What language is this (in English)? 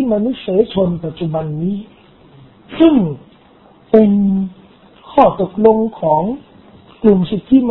Thai